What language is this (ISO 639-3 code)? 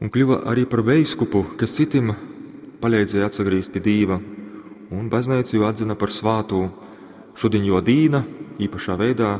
ltg